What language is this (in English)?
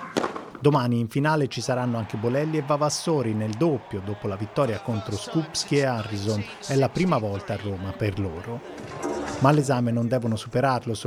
Italian